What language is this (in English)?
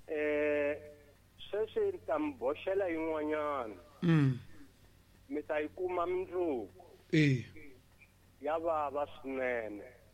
Tsonga